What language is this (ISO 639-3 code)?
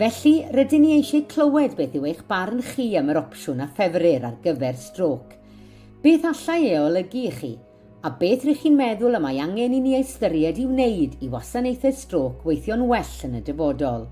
cym